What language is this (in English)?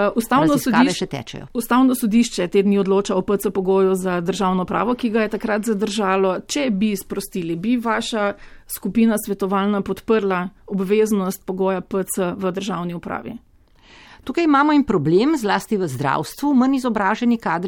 Slovenian